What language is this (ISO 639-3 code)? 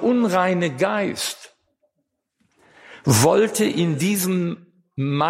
deu